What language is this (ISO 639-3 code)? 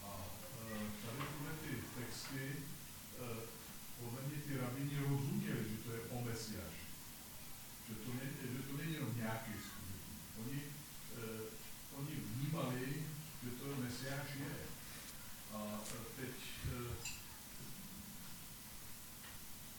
ces